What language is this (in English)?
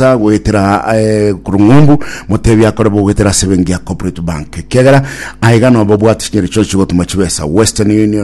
Gusii